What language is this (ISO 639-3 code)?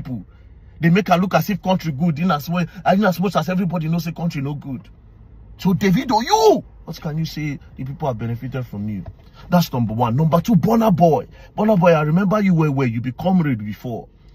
pcm